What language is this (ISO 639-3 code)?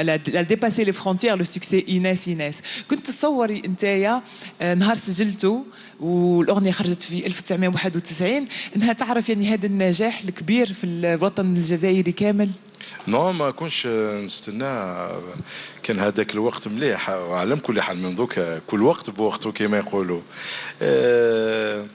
arq